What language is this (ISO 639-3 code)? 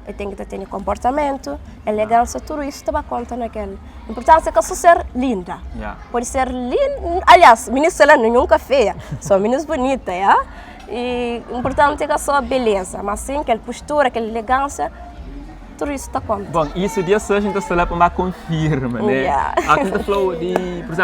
kea